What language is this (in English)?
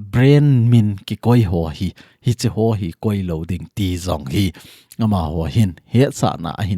Thado Chin